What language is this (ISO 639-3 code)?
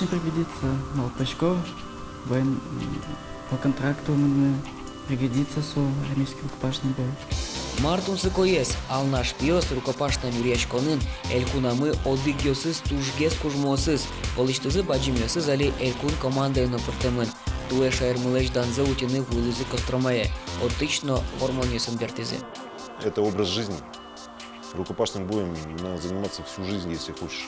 udm